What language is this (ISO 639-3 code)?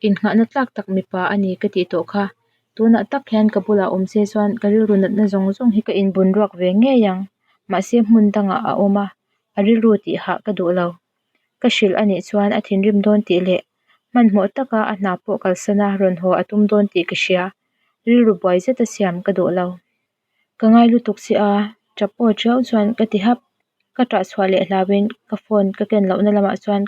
lus